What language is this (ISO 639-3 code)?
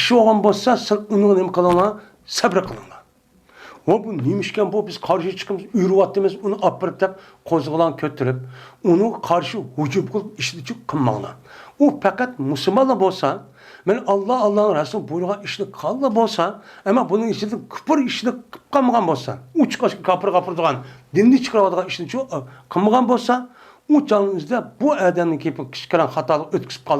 uig